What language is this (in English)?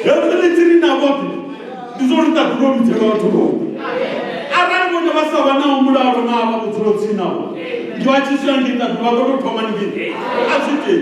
Venda